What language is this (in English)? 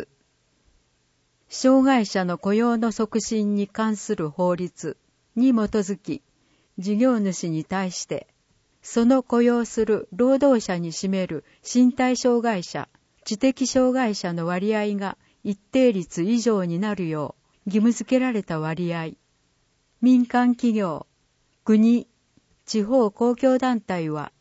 Japanese